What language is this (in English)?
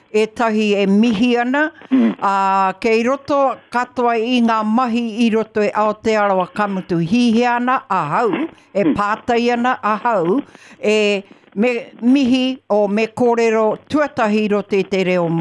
Māori